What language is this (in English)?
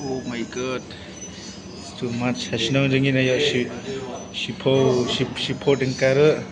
Khasi